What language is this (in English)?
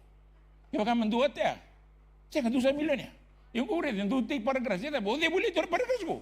Fijian